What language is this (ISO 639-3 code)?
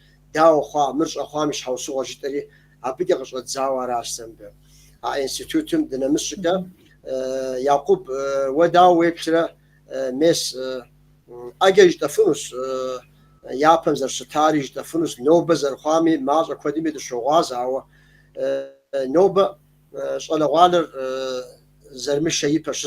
kbd